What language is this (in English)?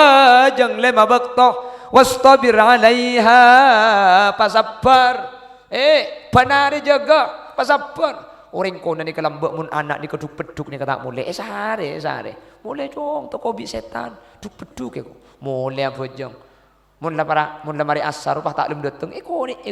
Madurese